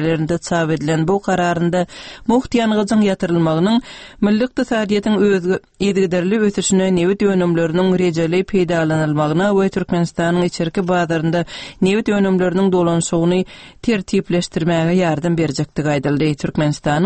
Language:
Kyrgyz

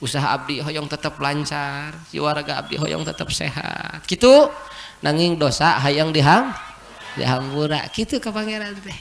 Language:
Sundanese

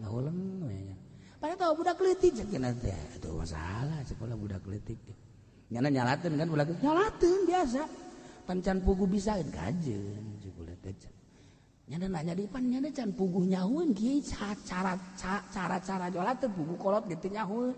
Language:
Sundanese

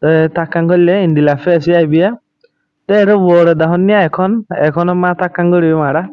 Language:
Rohingya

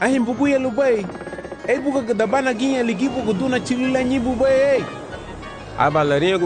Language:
Garifuna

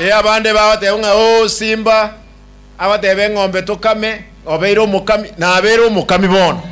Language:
Gusii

